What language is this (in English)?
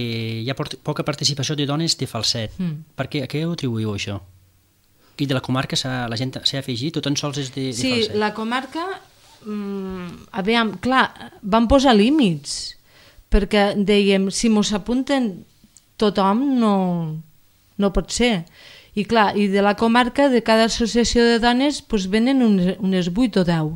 Catalan